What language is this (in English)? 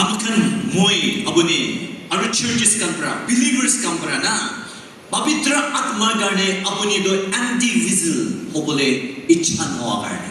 Naga Pidgin